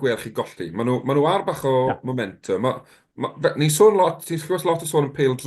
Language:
Welsh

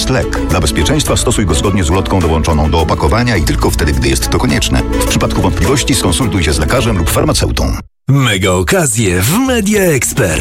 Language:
Polish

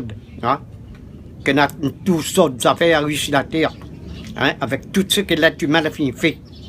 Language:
Réunion Creole French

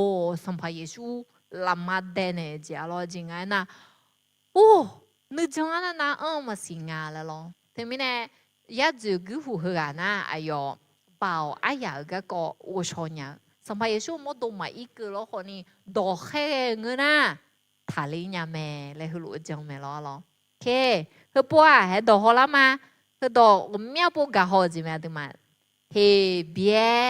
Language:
Akha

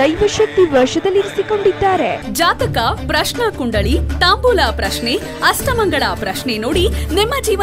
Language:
Kannada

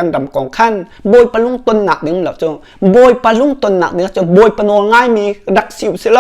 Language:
Hakha Chin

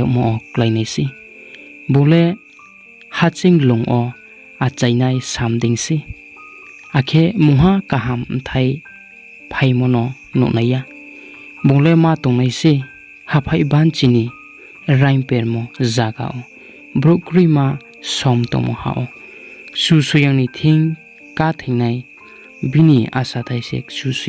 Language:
Riang (India)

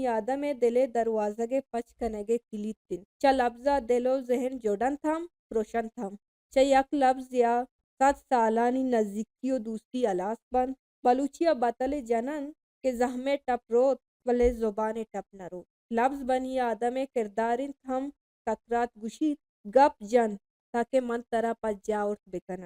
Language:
Baluchi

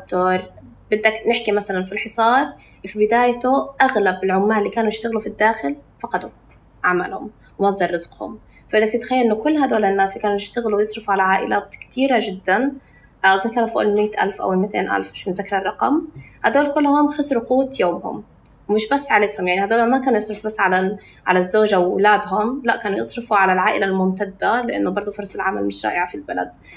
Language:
North Levantine Arabic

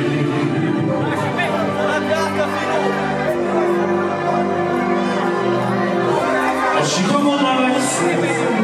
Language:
Hungarian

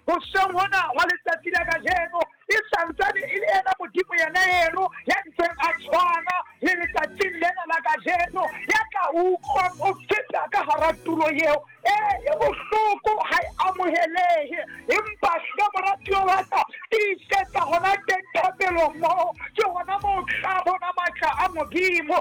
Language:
Southern Sotho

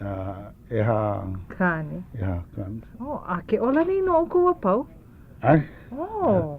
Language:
Hawaiian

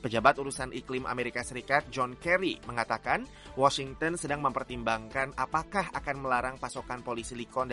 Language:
Indonesian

